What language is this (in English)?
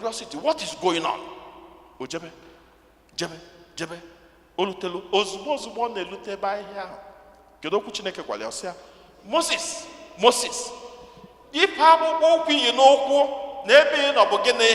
Igbo